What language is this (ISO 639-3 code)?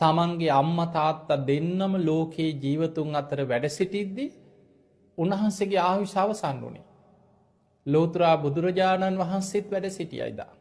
sin